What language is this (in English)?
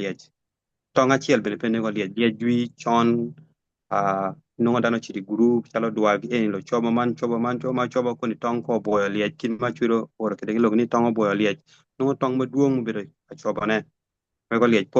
Acoli